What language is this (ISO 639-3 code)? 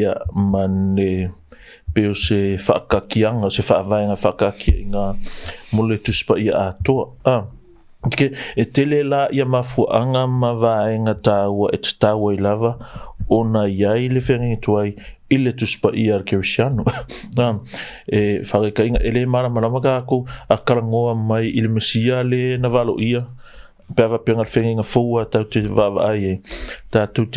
smo